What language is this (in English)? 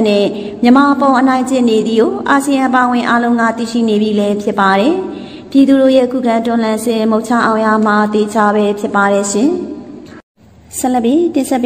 Burmese